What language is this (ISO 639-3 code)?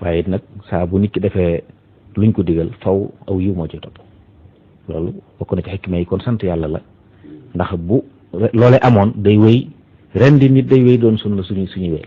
wol